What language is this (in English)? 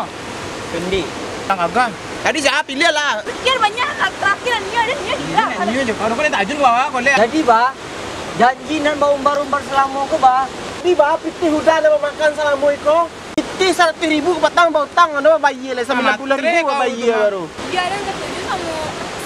Minangkabau